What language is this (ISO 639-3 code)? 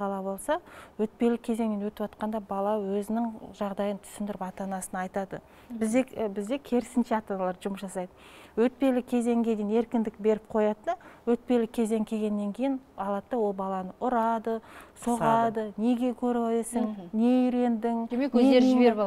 kaz